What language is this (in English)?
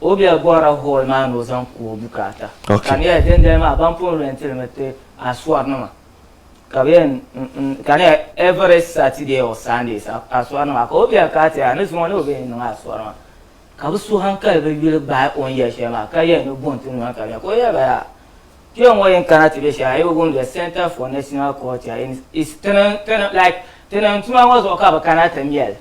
Dagbani